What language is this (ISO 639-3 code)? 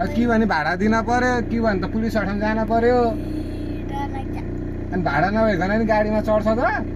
nep